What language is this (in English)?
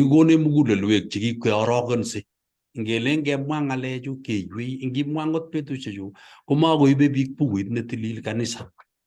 Kalenjin